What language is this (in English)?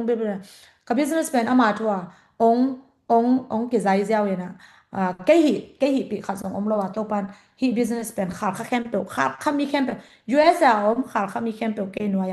Tedim Chin